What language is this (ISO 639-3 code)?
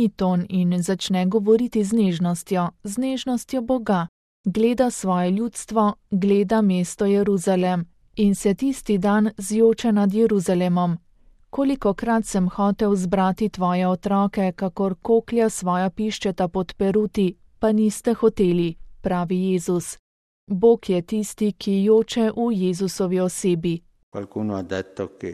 slv